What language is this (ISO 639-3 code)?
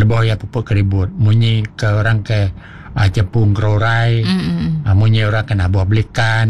iba